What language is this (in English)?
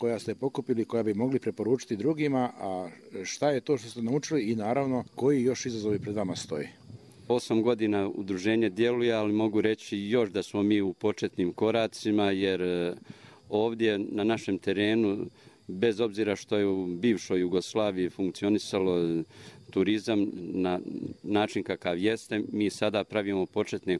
Bosnian